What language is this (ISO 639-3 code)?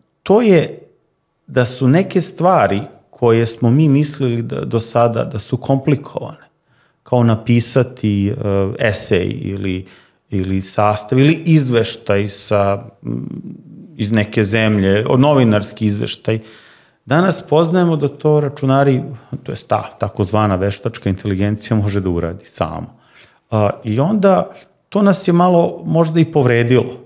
srp